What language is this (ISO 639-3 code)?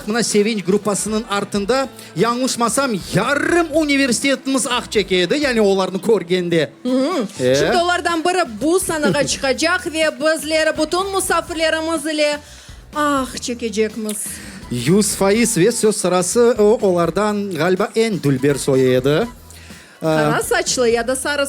crh